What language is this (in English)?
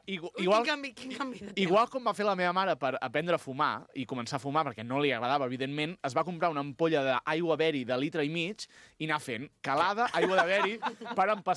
Catalan